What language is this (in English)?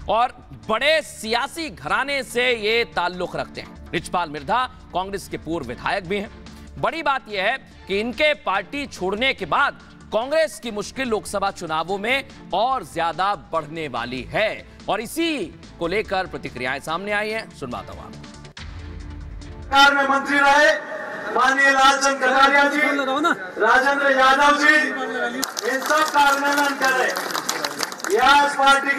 Hindi